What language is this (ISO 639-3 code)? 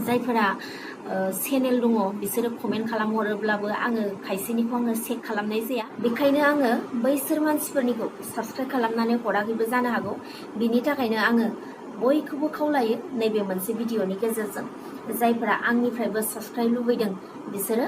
brx